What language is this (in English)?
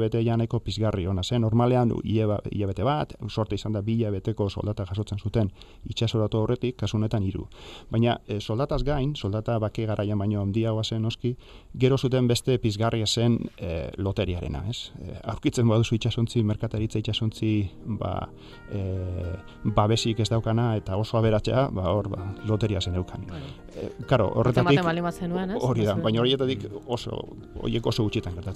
Basque